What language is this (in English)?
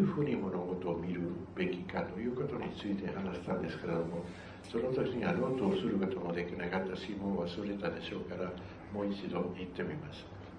Japanese